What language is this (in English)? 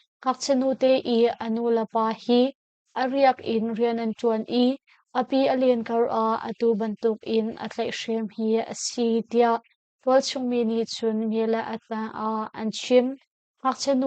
Hakha Chin